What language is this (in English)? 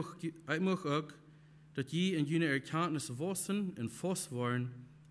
Plautdietsch